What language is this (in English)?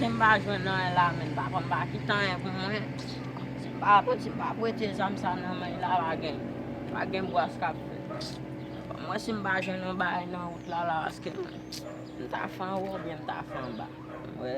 Haitian Creole